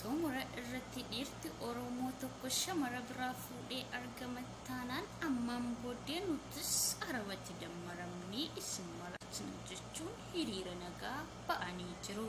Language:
Oromo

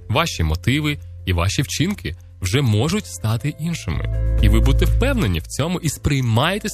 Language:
Ukrainian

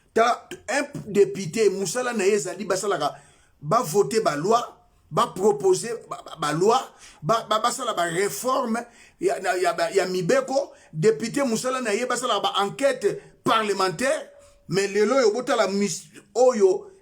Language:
Lingala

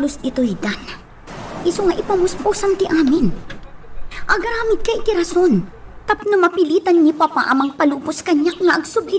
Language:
Iloko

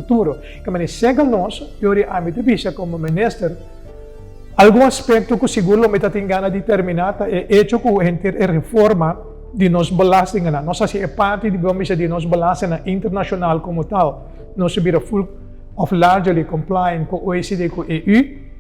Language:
Papiamento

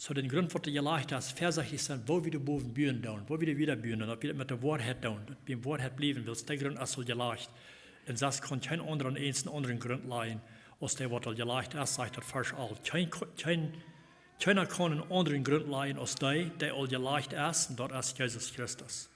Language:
Plautdietsch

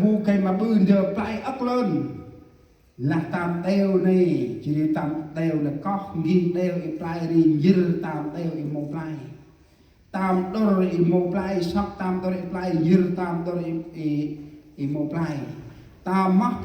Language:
Central Mnong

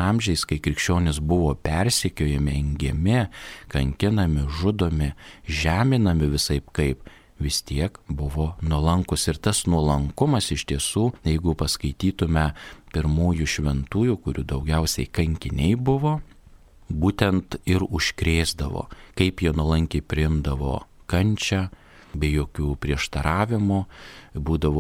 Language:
Lithuanian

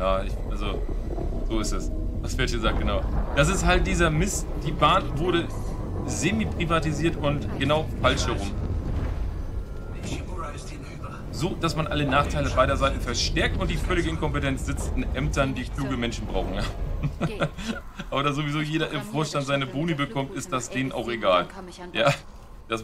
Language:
German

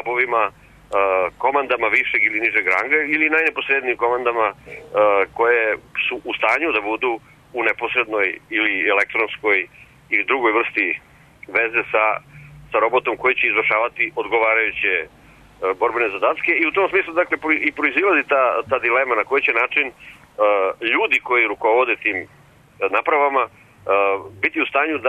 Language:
Serbian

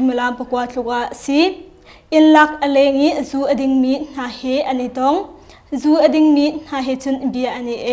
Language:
Hakha Chin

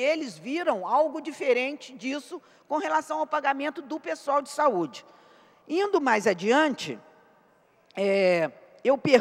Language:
Portuguese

